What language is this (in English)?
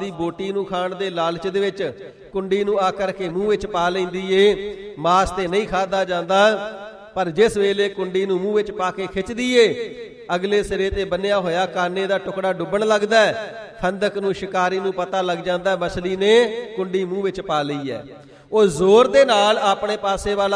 Punjabi